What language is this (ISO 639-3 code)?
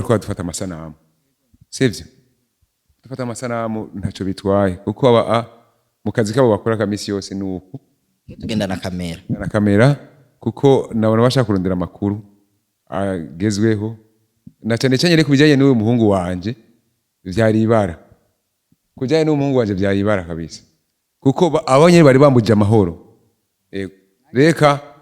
run